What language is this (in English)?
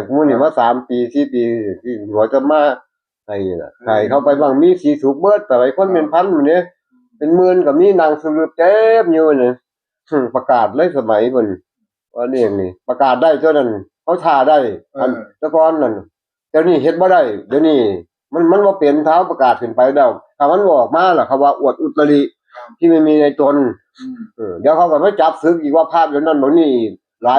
Northeastern Thai